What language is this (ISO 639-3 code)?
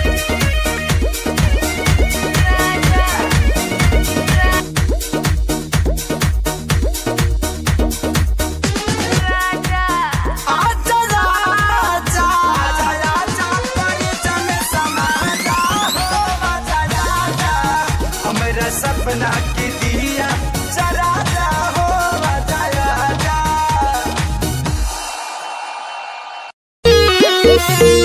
bho